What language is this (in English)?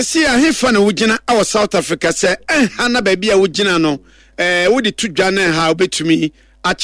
Akan